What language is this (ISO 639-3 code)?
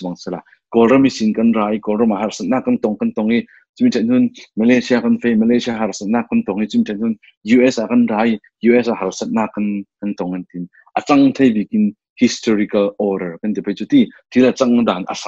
cfm